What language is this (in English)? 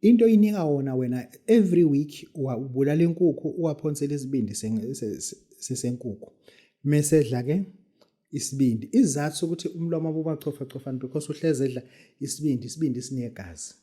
Zulu